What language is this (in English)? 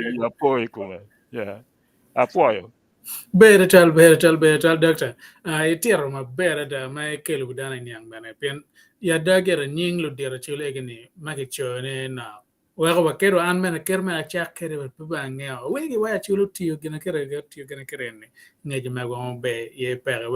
Acoli